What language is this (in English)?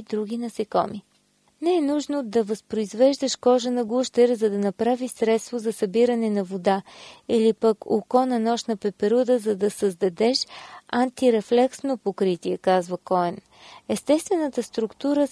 Bulgarian